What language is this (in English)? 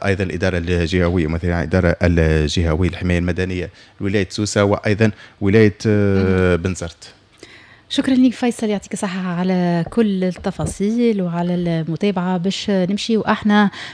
Tunisian Arabic